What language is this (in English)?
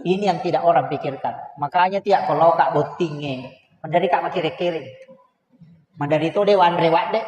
Buginese